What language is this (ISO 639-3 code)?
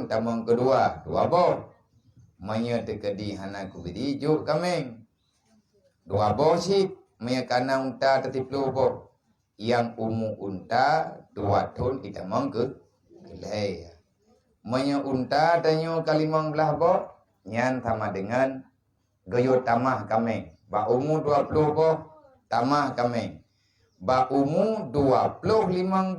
ace